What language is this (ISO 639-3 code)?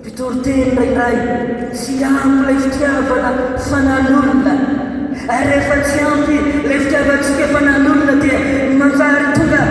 mlg